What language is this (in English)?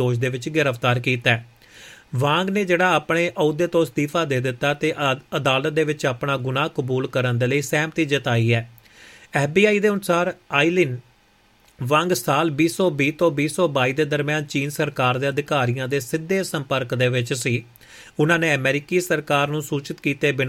Punjabi